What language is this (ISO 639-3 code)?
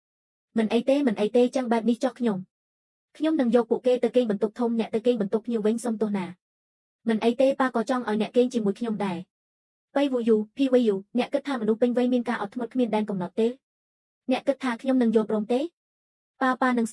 khm